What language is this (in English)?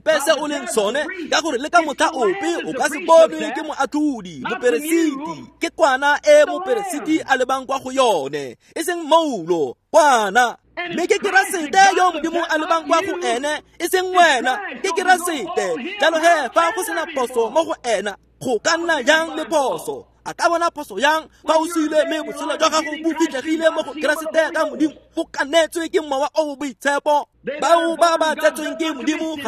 Tswana